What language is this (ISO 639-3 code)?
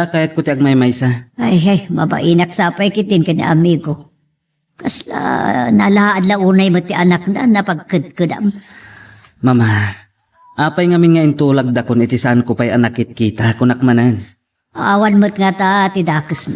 ilo